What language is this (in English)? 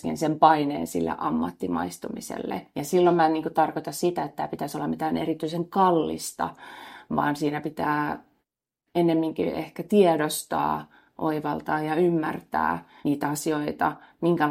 Finnish